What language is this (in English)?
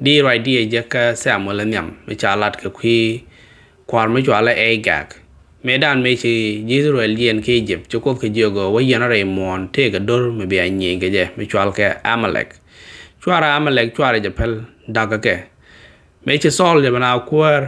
Nuer